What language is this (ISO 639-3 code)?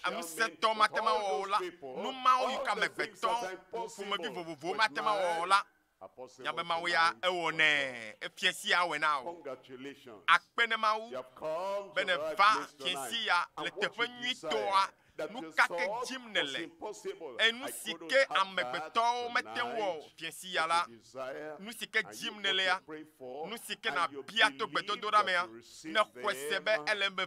ewe